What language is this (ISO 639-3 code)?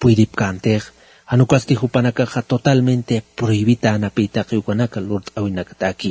aym